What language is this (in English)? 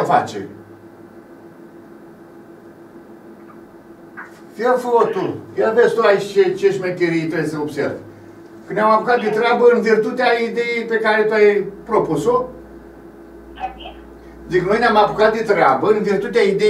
Romanian